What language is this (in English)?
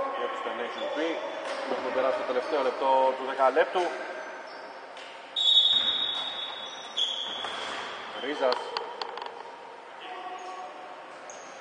Greek